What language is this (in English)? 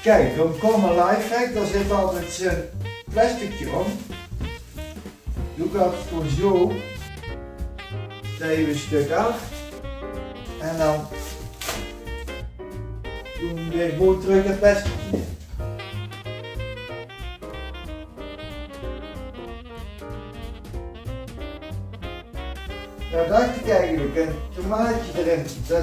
Dutch